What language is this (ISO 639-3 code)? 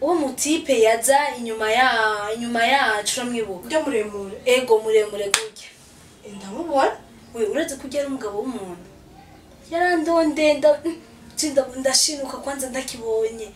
run